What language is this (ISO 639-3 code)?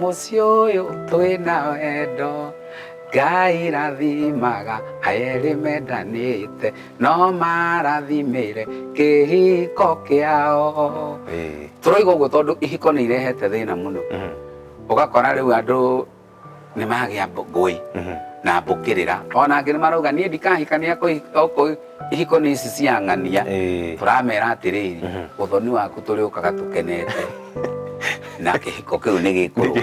kik